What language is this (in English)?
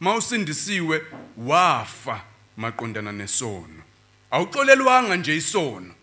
Zulu